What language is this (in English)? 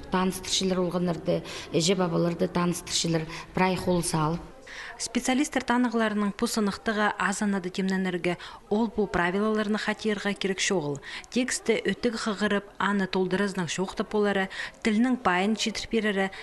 Khakas